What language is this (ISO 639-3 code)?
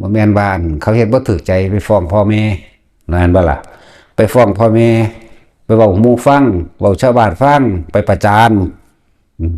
tts